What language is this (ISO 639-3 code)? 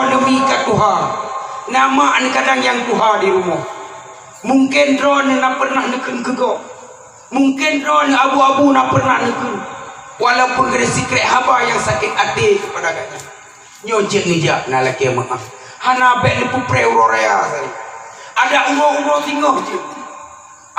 ace